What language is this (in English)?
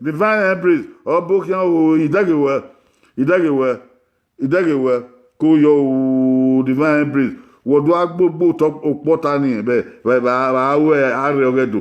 Bini